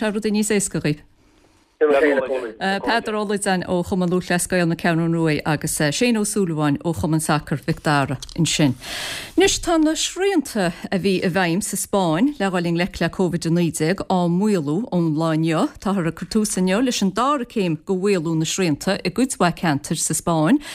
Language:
Irish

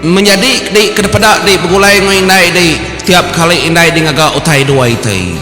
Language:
Iban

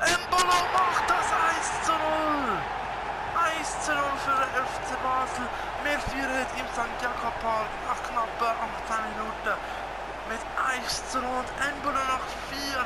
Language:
Swiss German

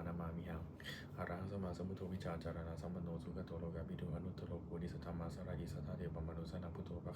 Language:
Pali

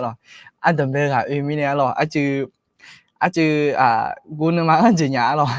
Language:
Akha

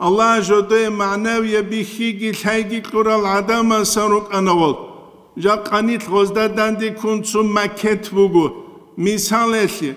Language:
Avaric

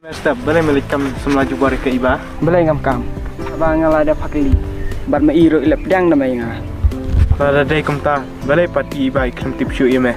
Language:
Khasi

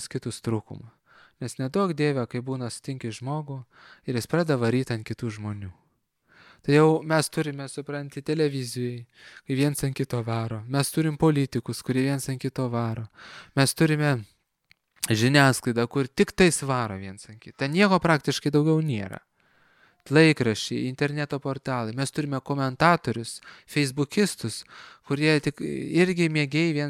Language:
Lithuanian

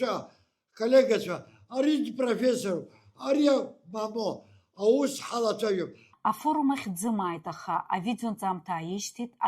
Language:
Abkhazian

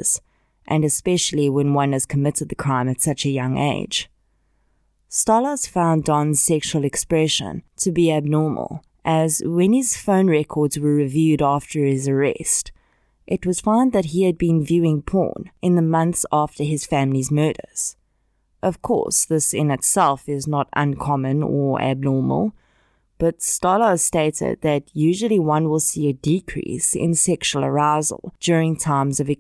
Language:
English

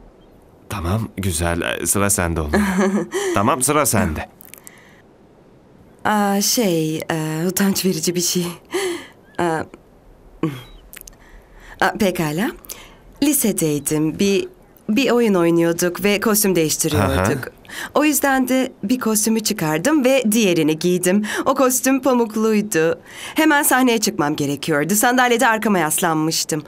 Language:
Turkish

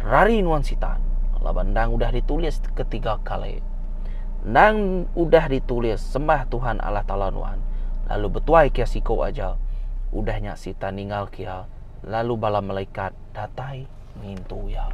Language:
Iban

